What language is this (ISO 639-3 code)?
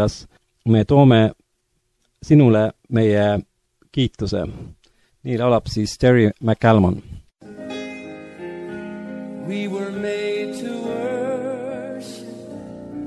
est